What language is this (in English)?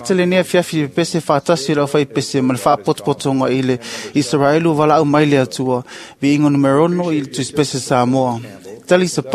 Samoan